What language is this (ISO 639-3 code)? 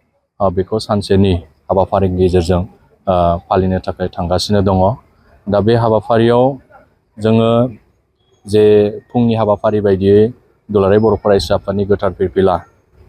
brx